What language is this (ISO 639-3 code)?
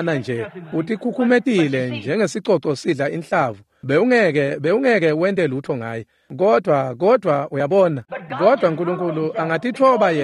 ssw